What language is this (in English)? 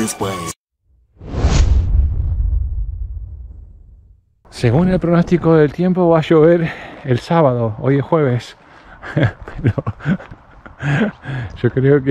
Spanish